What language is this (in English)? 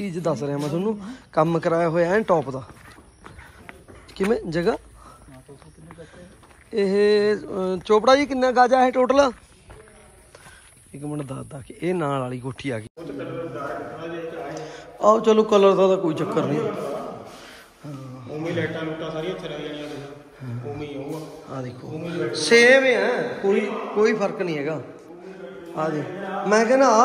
Punjabi